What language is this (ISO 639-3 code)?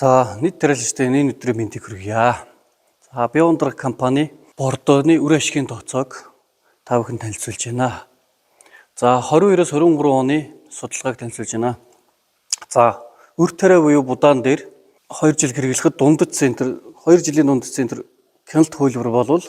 mon